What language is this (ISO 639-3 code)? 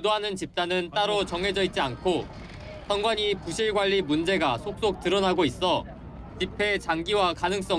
kor